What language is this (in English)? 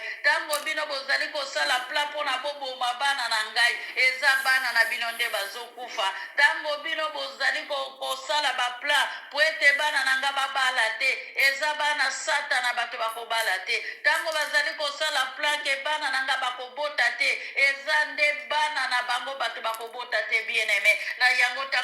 Lingala